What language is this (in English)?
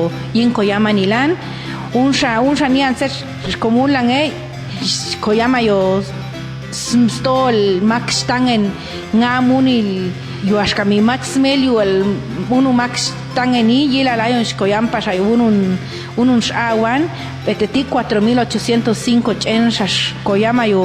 Popti'